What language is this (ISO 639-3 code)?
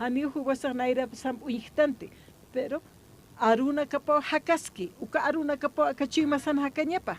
aym